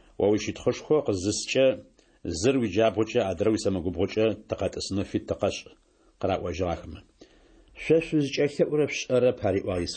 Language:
Adyghe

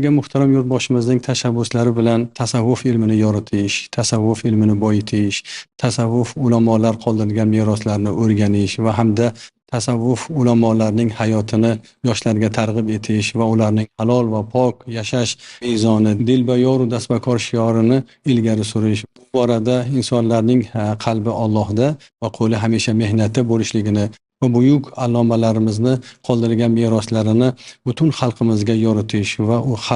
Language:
Uzbek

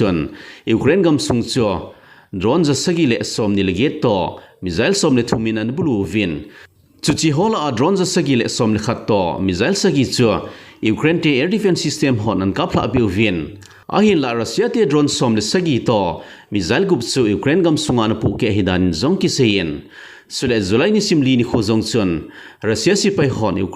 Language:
Thado Chin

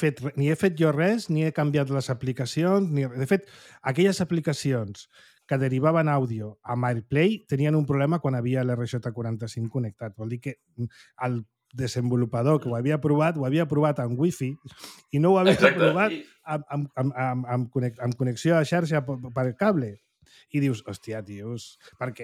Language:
Catalan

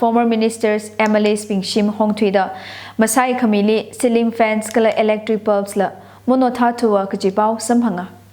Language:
Tangkhul Naga (India)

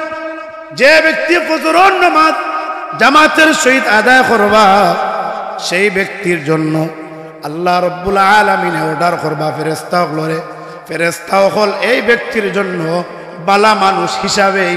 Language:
Sylheti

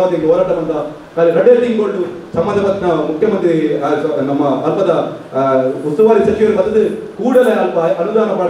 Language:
Tulu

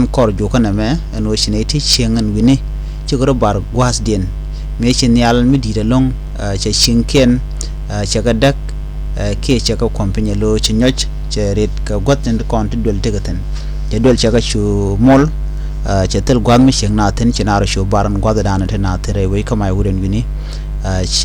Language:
Nuer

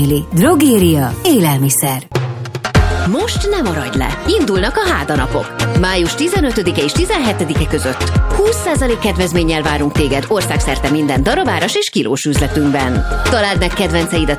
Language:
Hungarian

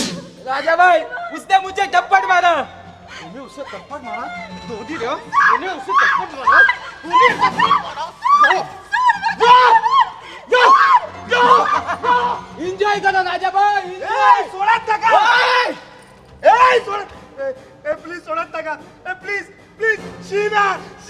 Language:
Konkani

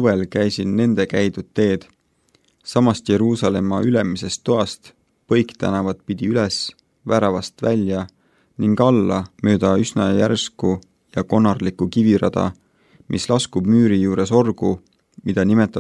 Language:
Estonian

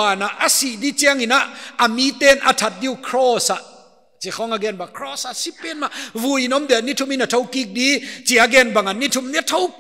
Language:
Paite Chin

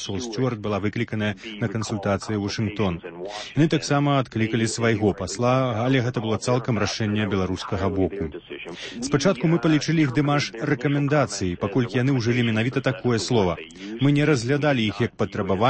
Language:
Belarusian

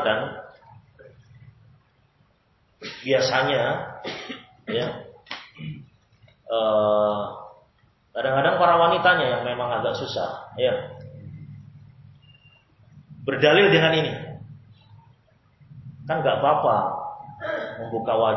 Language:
Indonesian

